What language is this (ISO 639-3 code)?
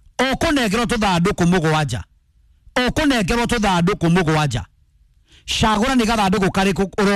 kik